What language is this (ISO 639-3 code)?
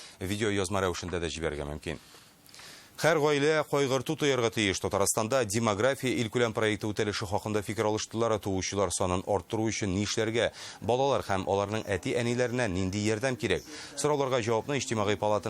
tat